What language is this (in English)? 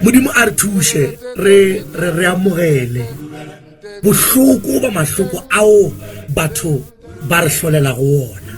Northern Sotho